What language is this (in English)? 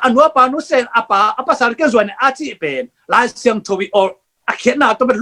Tedim Chin